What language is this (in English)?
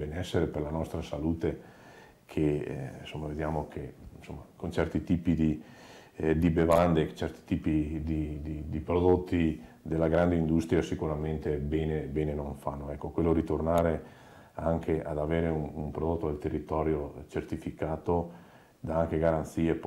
Italian